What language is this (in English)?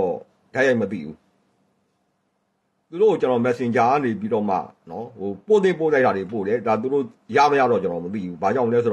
Burmese